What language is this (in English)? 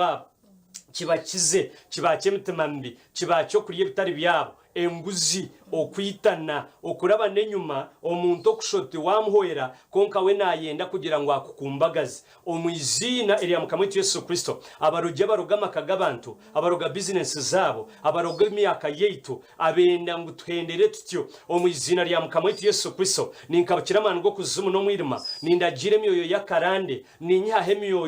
Nyankole